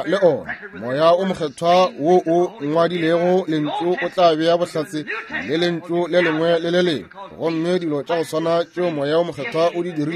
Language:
Northern Sotho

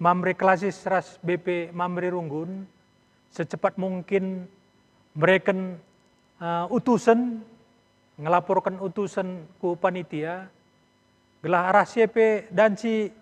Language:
Batak Karo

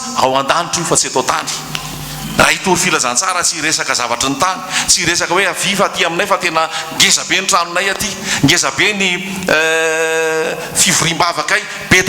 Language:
Malagasy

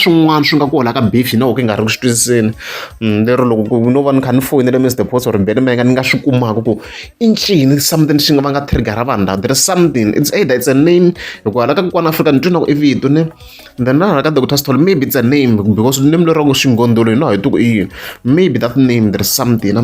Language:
Tsonga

